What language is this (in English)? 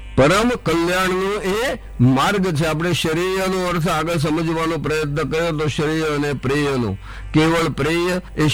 Gujarati